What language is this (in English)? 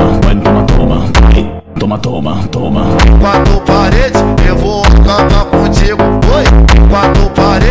Portuguese